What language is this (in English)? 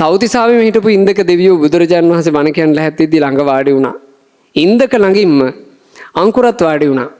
Sinhala